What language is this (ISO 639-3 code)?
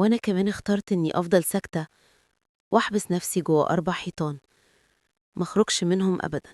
arz